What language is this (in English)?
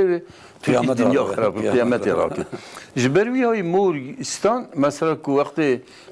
Kurdish